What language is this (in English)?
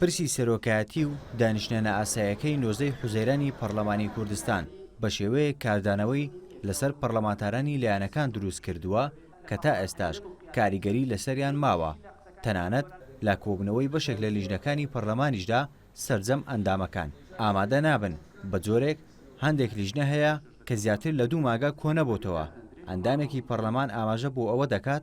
Central Kurdish